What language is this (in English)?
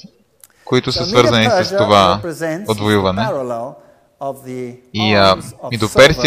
Bulgarian